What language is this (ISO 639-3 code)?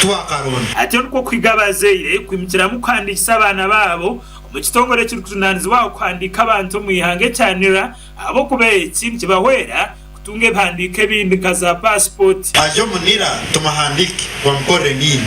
nyn